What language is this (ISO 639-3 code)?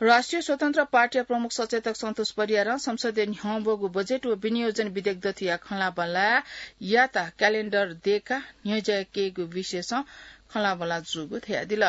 new